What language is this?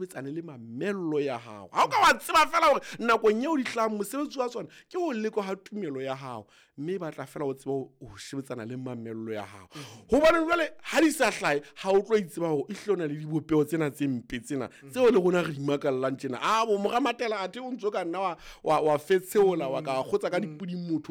Southern Sotho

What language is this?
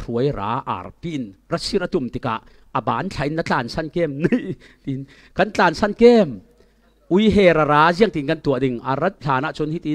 Falam Chin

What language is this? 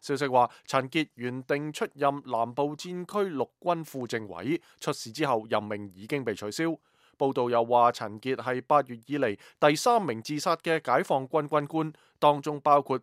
Cantonese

